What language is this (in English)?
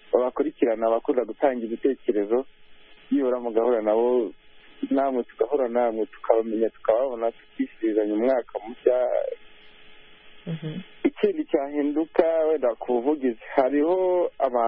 Kinyarwanda